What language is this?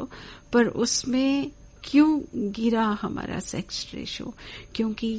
Hindi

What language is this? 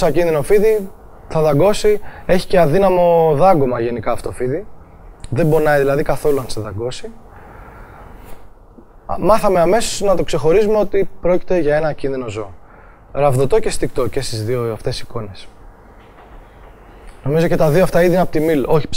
Greek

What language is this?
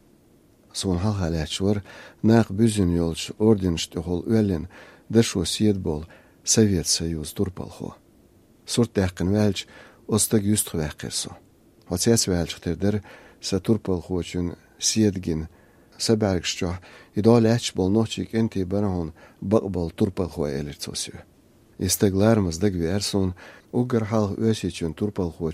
Chechen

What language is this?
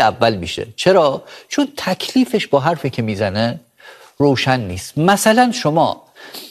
Persian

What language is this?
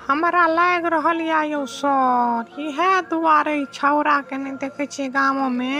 Maithili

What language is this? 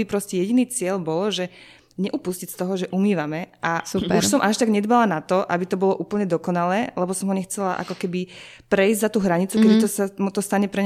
Slovak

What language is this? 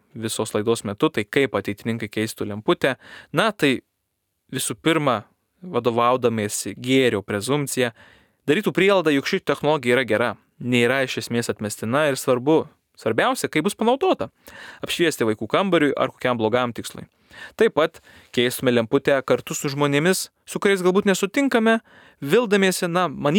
Lithuanian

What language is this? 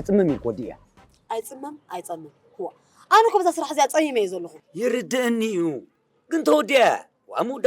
Tigrinya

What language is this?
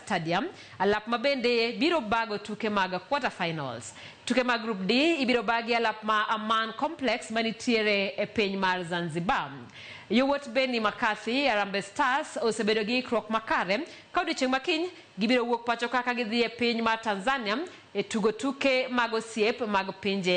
Luo (Kenya and Tanzania)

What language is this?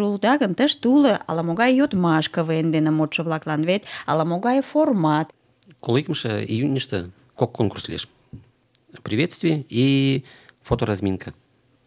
Mari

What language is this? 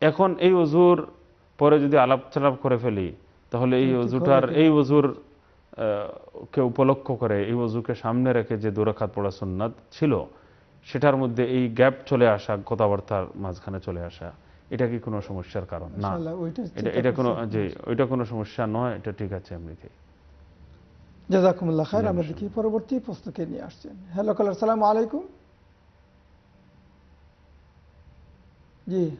Bangla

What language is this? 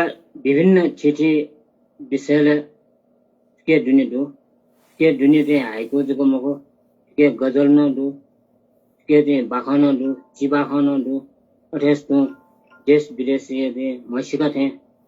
Newari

